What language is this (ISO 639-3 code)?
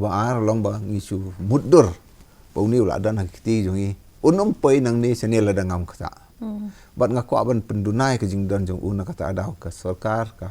kha